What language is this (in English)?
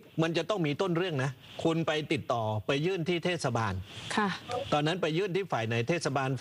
Thai